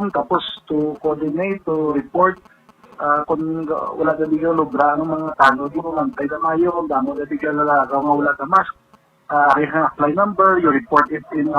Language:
Hiligaynon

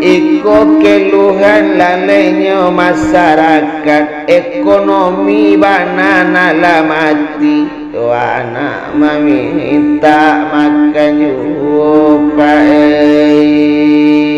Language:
Minangkabau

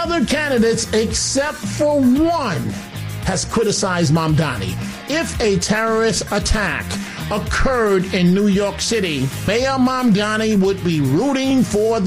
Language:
English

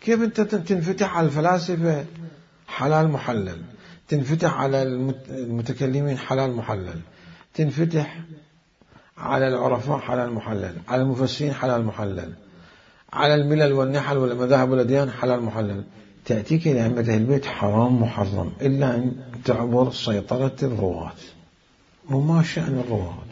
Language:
Mesopotamian Arabic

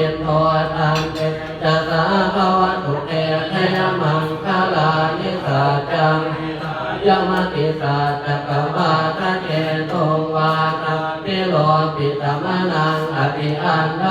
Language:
Pali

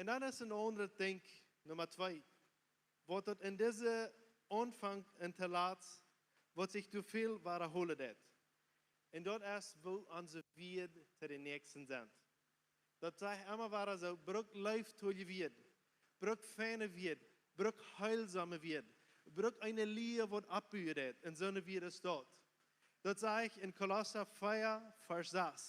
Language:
Plautdietsch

